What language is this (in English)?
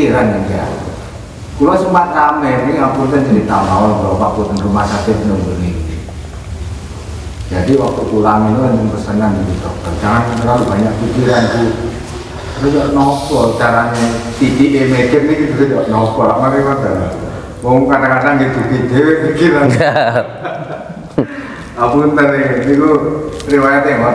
Javanese